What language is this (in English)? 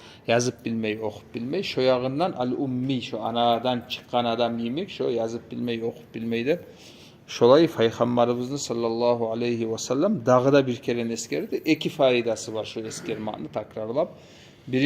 Kumyk